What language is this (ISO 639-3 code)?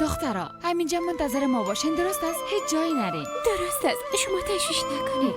fas